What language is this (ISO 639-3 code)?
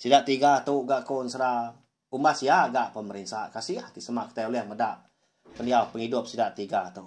iba